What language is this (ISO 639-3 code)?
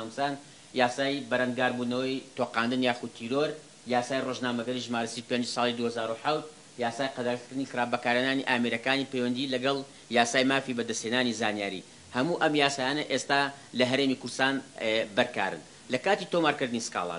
ckb